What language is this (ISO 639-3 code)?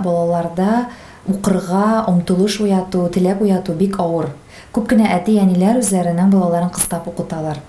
tat